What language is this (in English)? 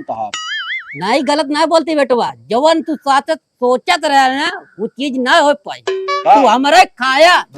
Awadhi